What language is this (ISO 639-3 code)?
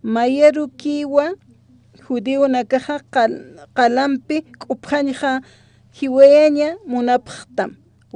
aym